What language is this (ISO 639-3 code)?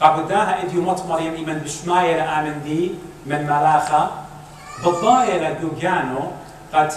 aii